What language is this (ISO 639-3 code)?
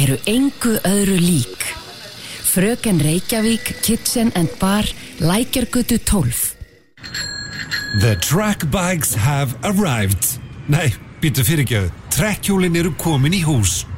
isl